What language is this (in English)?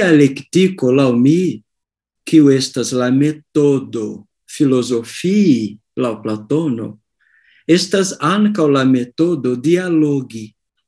Esperanto